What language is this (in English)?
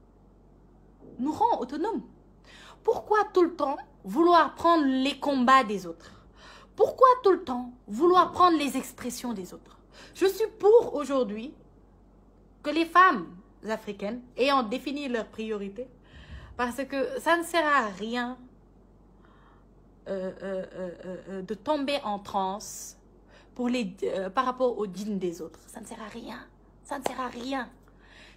French